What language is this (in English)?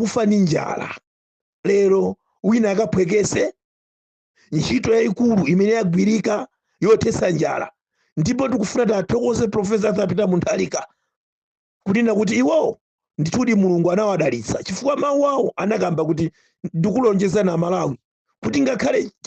Nyanja